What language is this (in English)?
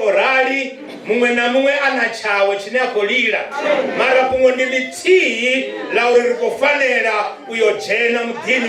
Venda